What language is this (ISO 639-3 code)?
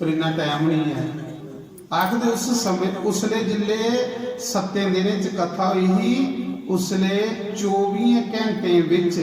doi